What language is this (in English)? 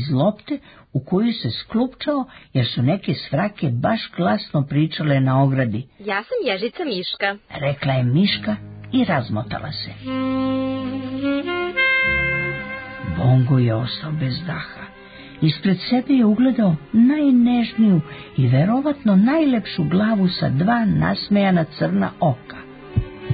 Serbian